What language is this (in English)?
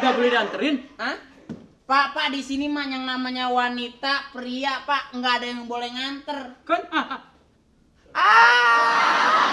Betawi